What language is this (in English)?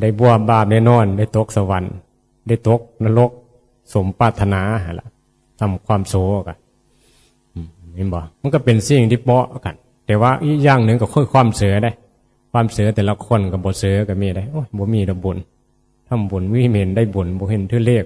Northeastern Thai